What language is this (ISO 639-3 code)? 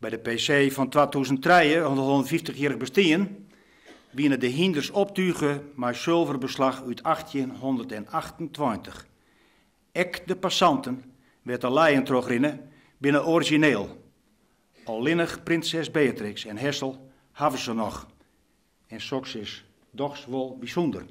fry